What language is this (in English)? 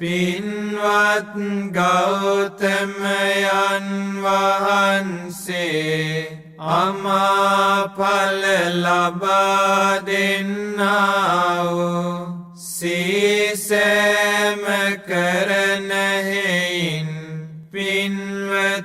Sinhala